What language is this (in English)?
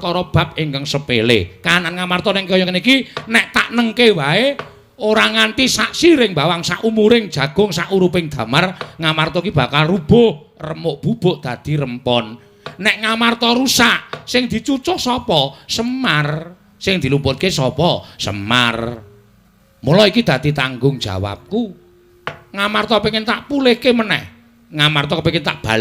Javanese